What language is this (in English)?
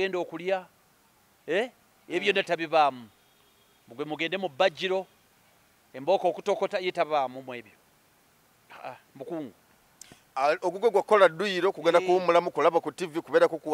Ganda